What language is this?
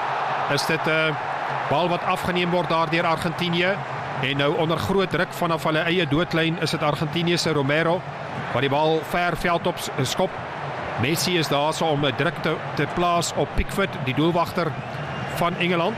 Afrikaans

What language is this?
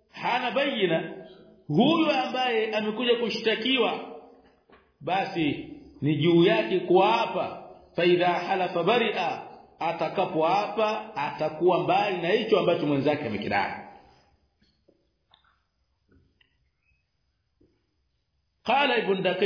Swahili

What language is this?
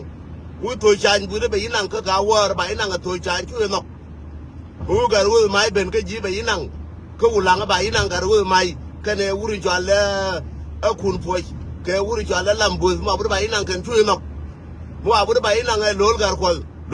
Nuer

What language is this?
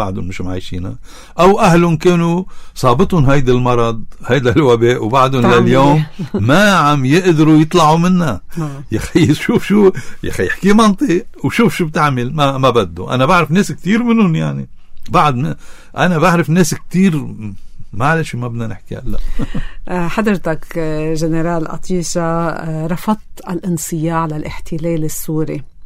North Levantine Arabic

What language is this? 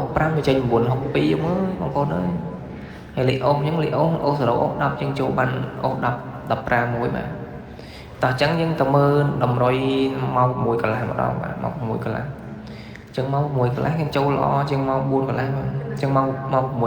Khmer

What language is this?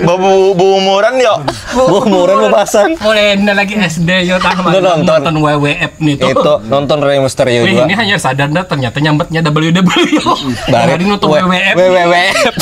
Banjar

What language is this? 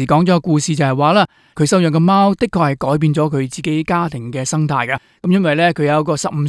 Cantonese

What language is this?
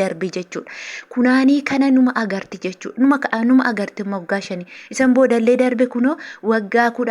Oromo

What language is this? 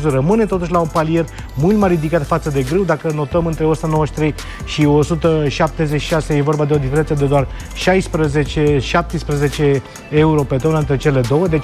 Romanian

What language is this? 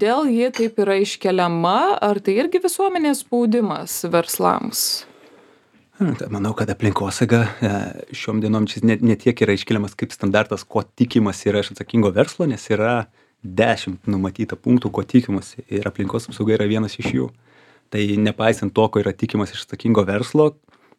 Lithuanian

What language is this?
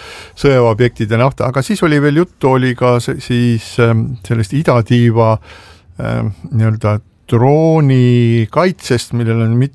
Estonian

